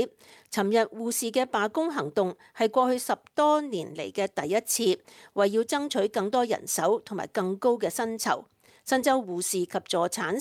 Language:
Cantonese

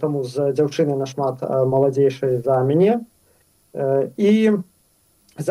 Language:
Belarusian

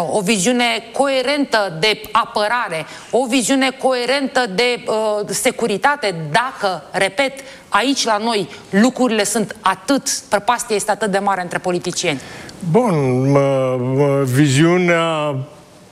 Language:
Romanian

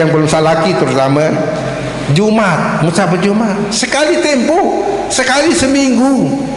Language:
Sasak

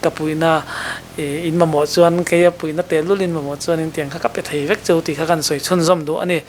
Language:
Mizo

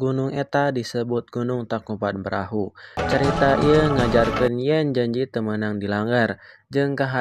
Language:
Sundanese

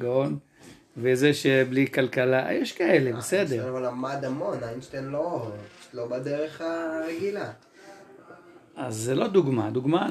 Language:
Hebrew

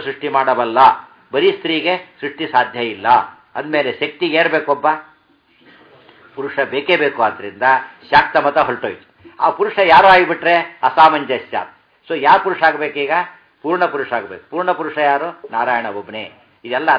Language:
Kannada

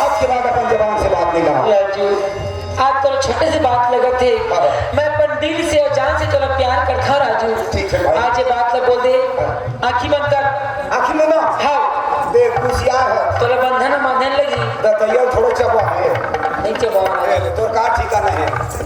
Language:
Chhattisgarhi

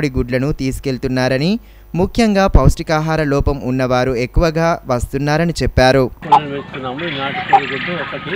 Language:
Telugu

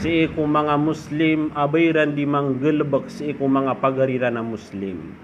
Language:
Maranao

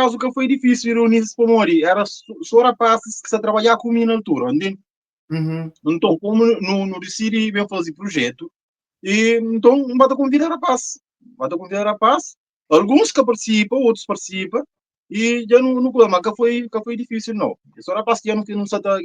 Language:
Kabuverdianu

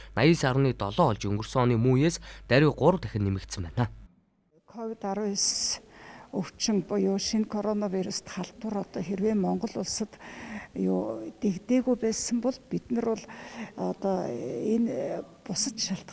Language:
Mongolian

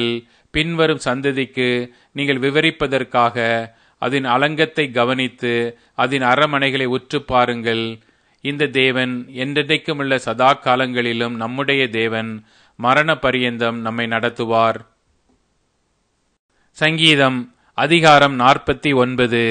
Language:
Tamil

